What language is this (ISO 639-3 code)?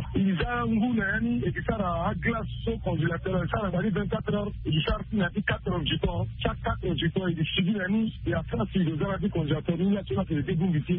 sag